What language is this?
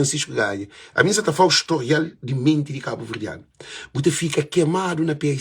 Kabuverdianu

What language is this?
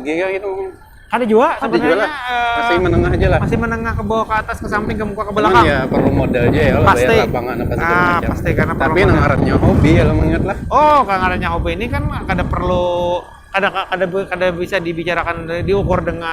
Banjar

